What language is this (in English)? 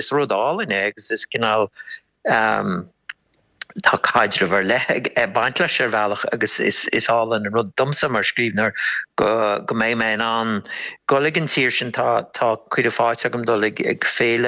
Irish